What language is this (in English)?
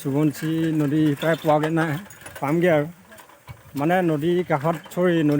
Assamese